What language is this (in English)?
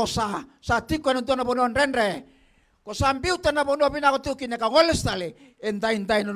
Fijian